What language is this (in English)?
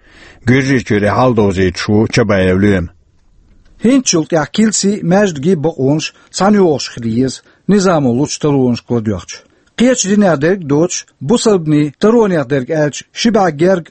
Chechen